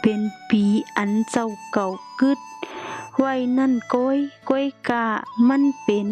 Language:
Shan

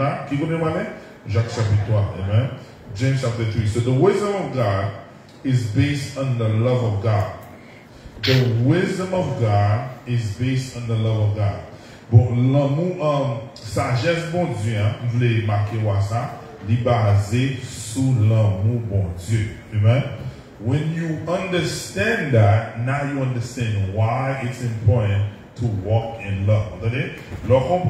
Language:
Haitian Creole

